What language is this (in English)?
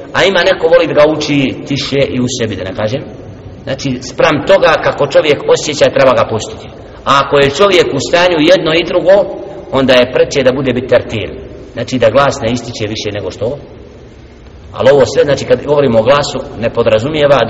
Bosnian